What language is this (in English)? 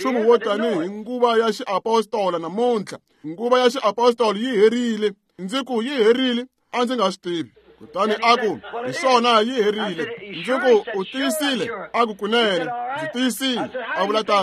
Tsonga